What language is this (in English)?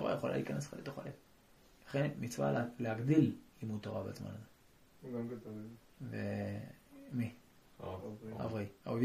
Hebrew